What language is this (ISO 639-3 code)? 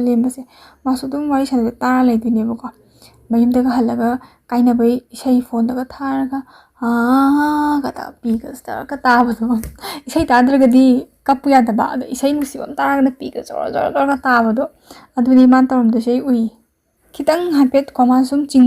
mni